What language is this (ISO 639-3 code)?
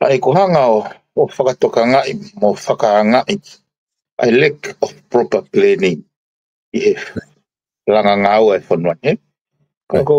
ton